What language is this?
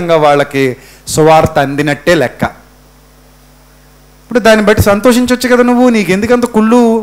Telugu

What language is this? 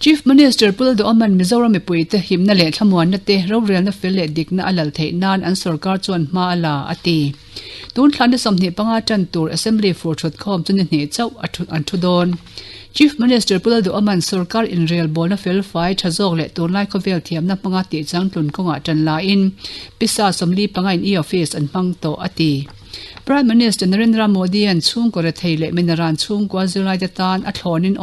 Mizo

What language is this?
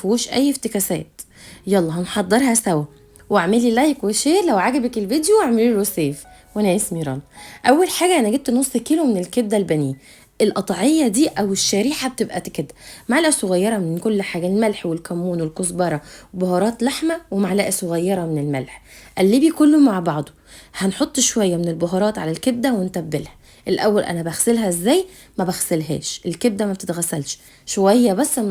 Egyptian Arabic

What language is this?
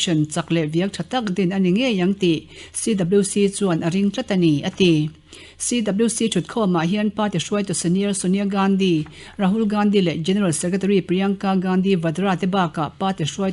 Mizo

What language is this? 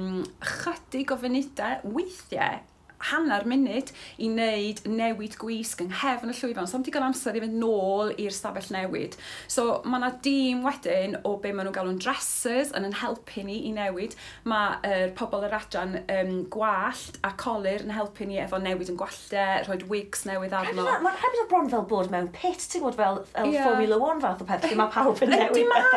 Welsh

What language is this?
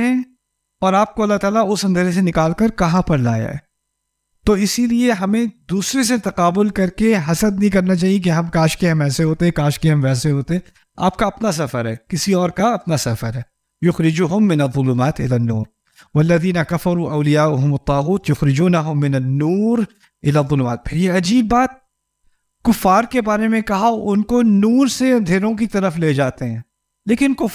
Urdu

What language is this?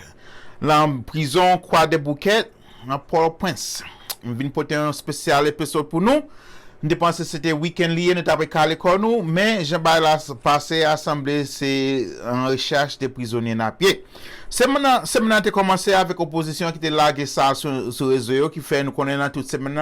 Haitian Creole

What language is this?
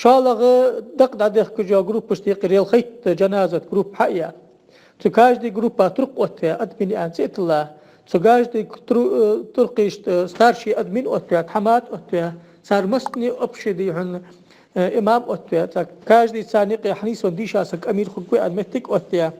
Ingush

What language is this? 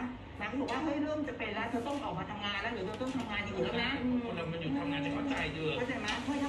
Thai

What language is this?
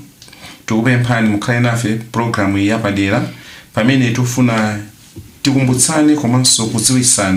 Nyanja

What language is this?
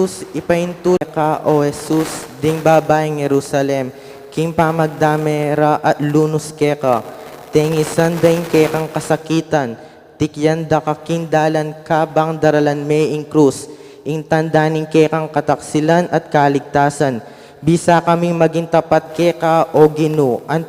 Pampanga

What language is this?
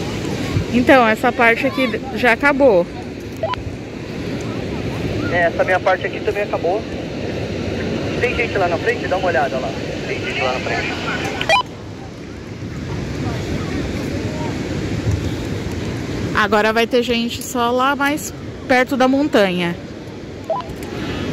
Portuguese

